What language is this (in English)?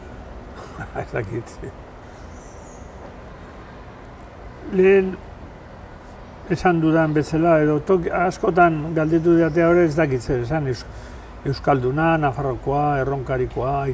Basque